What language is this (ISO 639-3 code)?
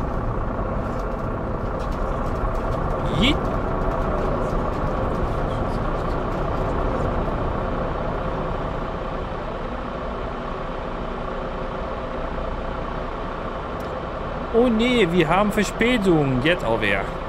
nld